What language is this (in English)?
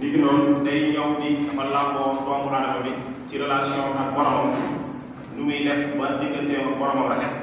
Wolof